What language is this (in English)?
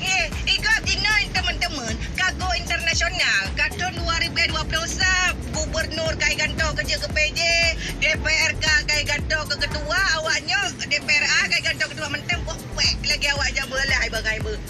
Achinese